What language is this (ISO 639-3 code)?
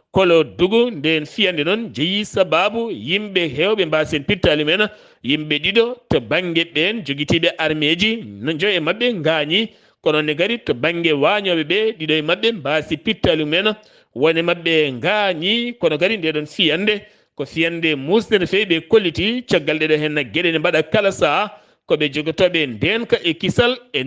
ful